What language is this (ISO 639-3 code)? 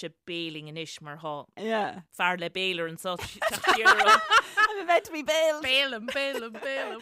gle